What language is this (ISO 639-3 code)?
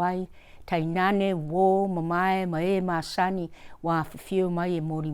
smo